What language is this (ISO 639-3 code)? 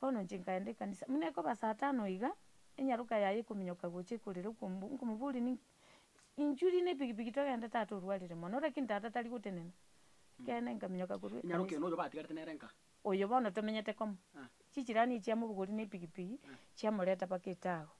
guz